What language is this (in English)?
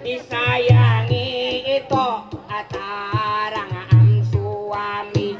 Banjar